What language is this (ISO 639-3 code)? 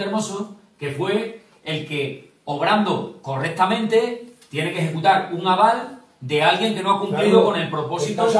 spa